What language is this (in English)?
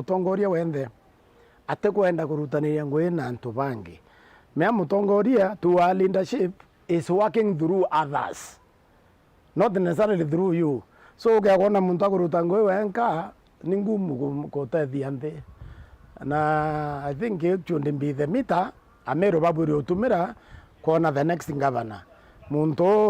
Meru